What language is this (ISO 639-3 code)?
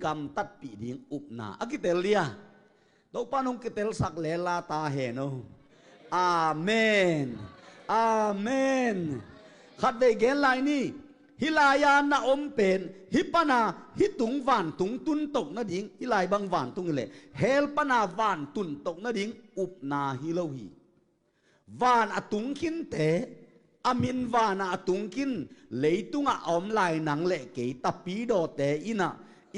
ctd